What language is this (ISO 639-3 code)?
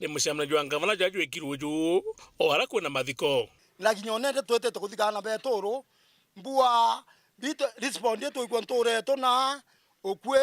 mer